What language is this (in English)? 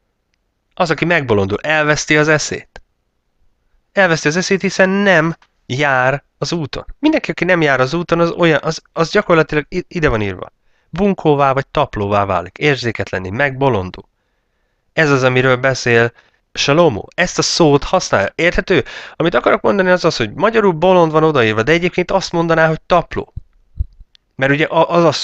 Hungarian